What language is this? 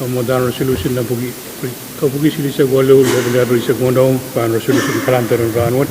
Pohnpeian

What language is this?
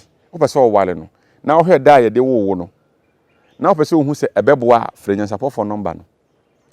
Akan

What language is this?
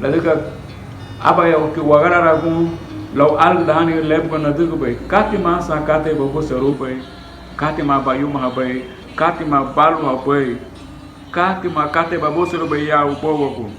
Garifuna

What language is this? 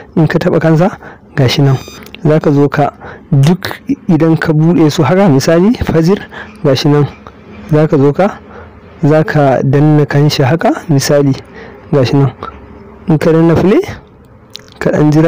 Hausa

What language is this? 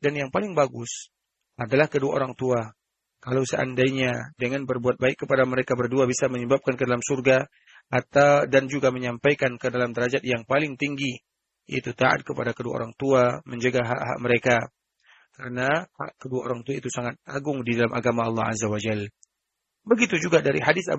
Indonesian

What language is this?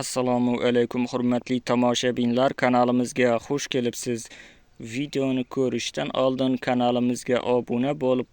Uzbek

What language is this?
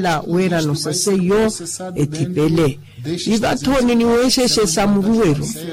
Makhuwa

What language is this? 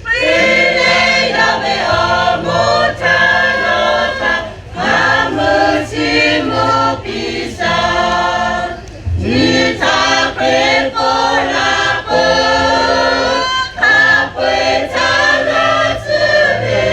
Lahu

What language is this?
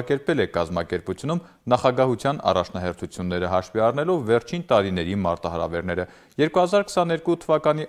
Armenian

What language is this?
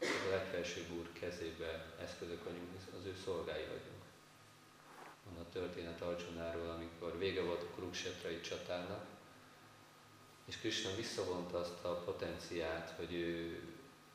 Hungarian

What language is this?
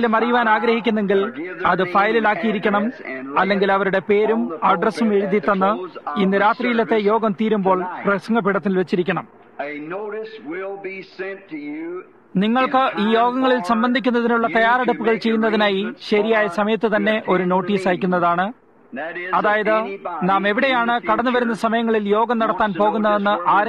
Malayalam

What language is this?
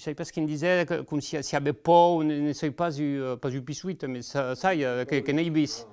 Occitan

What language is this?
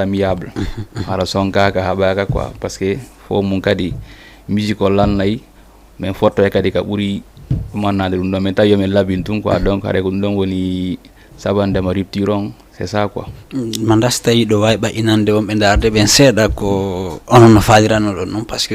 Fula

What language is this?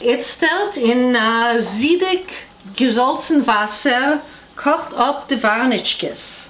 Yiddish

